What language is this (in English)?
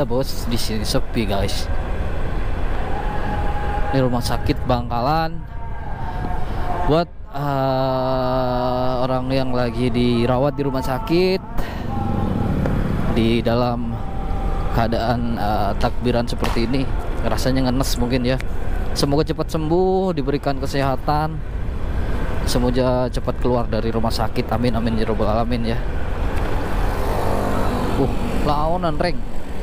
Indonesian